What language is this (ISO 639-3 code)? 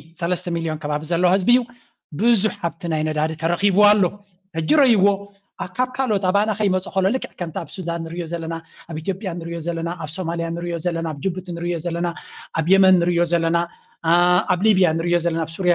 tir